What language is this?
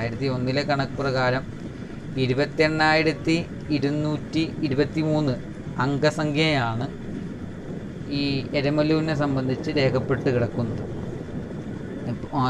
Malayalam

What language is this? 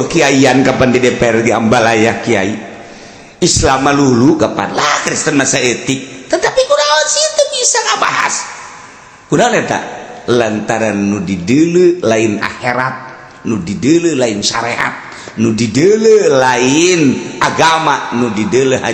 Sundanese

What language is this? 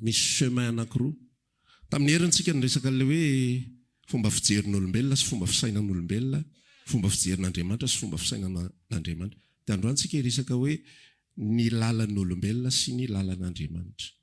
Malagasy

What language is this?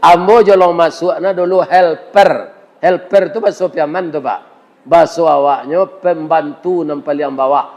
Minangkabau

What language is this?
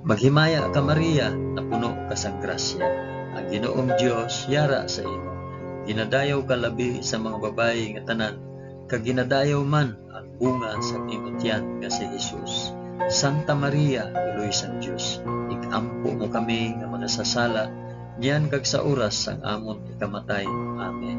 Hiligaynon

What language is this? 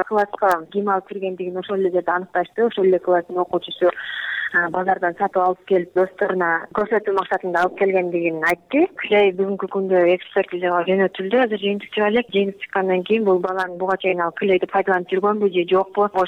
Kyrgyz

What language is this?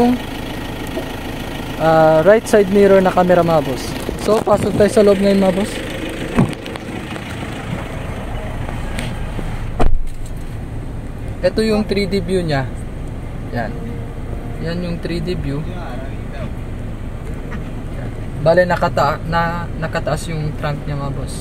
Filipino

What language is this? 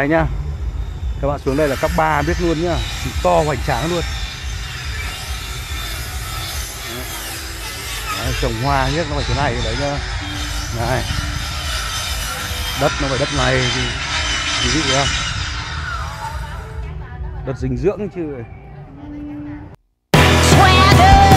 Vietnamese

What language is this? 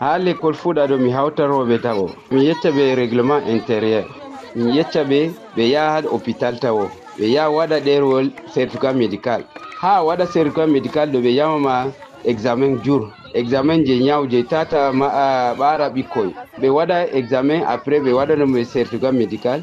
Fula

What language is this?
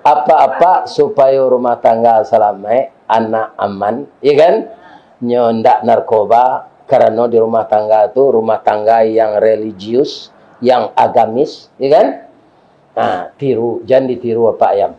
Minangkabau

